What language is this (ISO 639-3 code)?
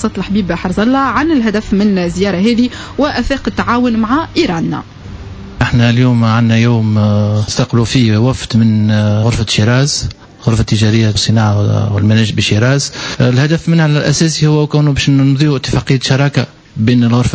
aeb